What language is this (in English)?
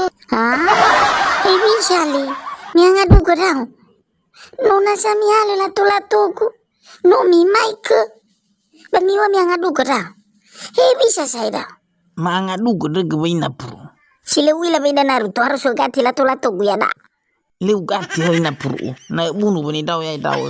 Nias